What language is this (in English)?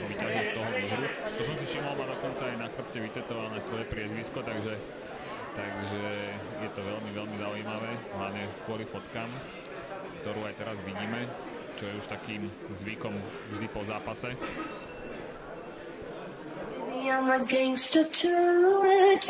Slovak